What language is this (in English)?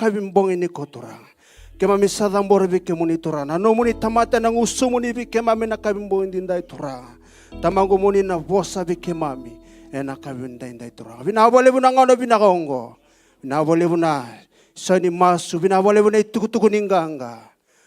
Fijian